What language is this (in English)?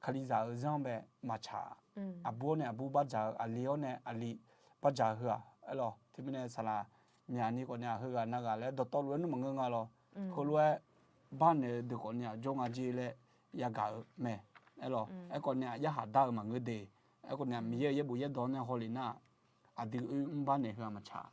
Akha